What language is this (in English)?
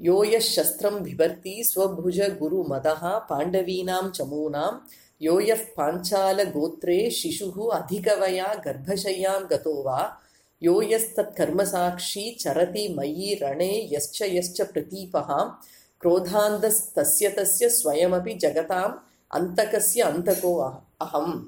Sanskrit